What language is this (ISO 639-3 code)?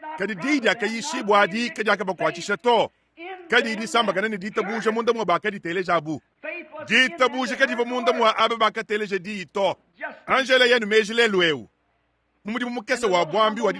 lua